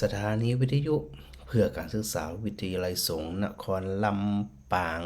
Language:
Northern Thai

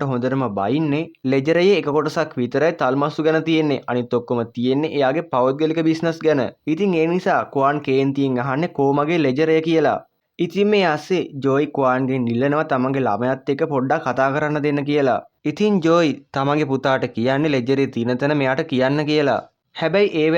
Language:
Sinhala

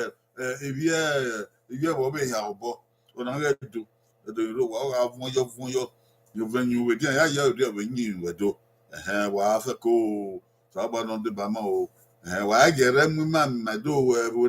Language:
Bini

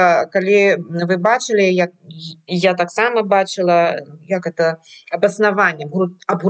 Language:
Belarusian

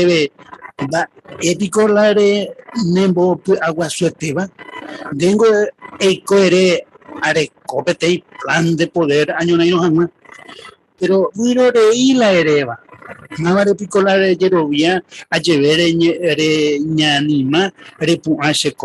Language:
Guarani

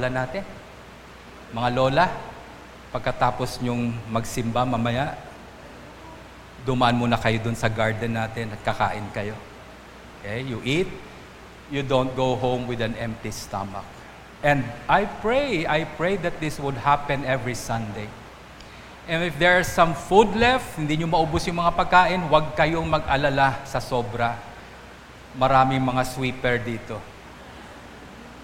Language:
Filipino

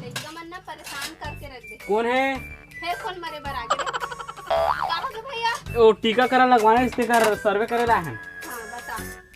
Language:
Chhattisgarhi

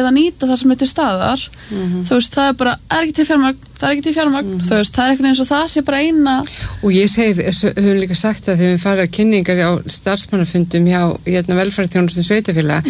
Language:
Icelandic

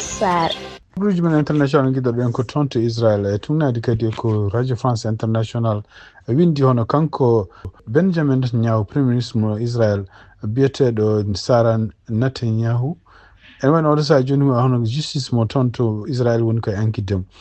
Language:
Fula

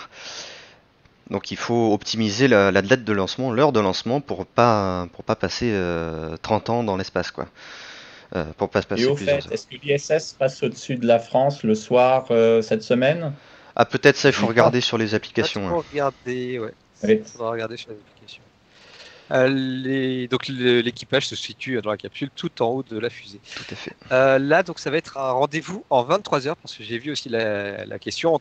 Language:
French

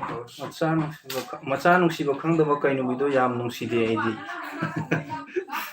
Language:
Manipuri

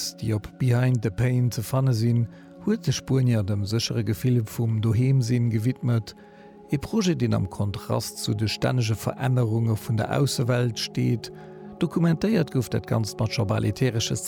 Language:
Luxembourgish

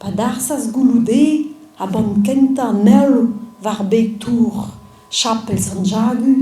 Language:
Breton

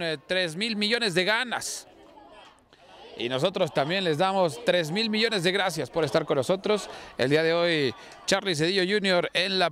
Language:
Spanish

